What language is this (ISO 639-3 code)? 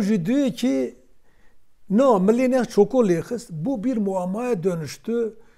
kur